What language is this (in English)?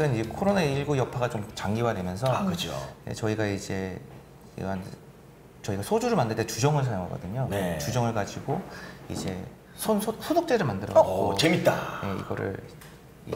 Korean